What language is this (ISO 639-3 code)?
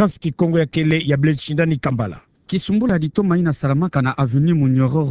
ktu